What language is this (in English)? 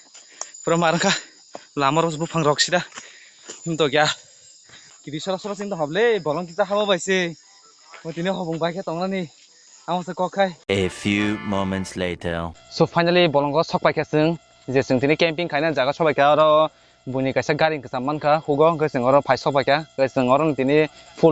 Kok Borok